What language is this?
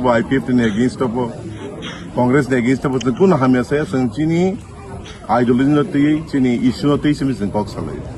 Kok Borok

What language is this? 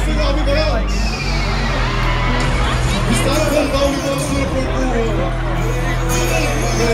Kalaallisut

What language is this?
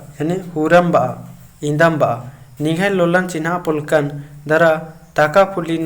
Kurukh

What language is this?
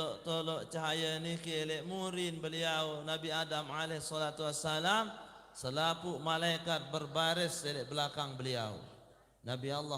Sasak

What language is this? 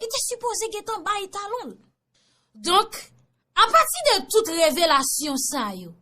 Haitian Creole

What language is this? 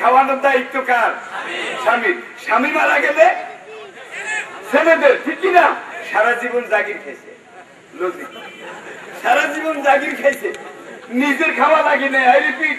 Bangla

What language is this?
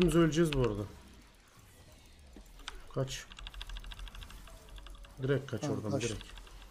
Turkish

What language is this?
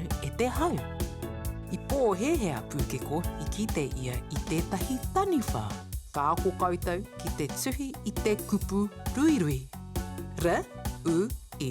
Māori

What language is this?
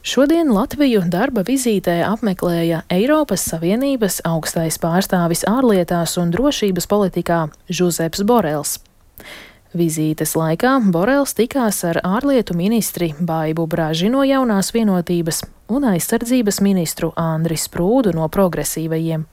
Latvian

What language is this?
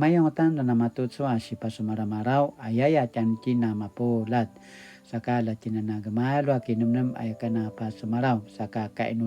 Paiwan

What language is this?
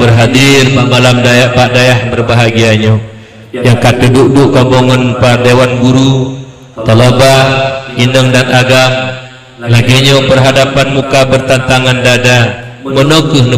Achinese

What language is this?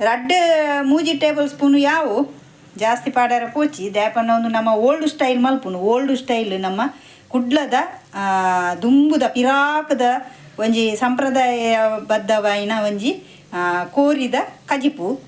Tulu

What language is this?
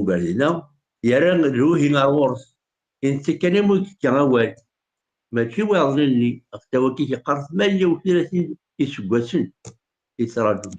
Kabyle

